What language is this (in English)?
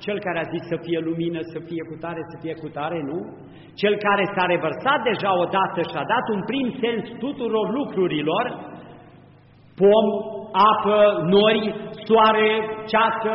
Romanian